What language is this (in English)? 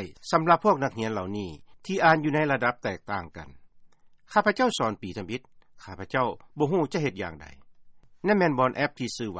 Lao